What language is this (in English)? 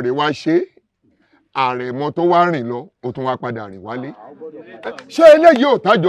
Yoruba